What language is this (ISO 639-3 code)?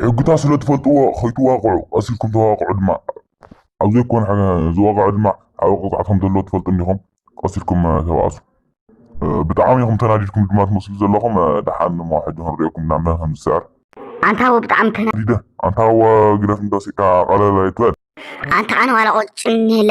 tir